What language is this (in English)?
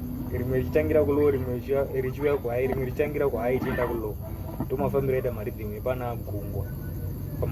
Shona